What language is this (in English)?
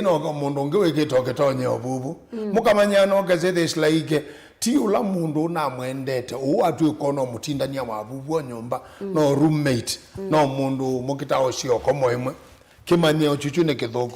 Kamba